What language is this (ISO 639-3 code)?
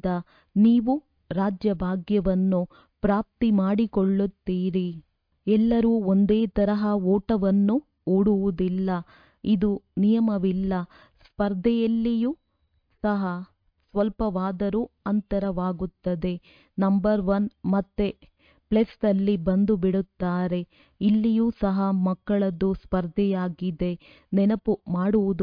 kan